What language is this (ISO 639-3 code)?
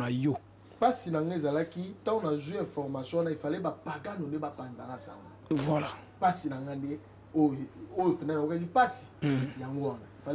lin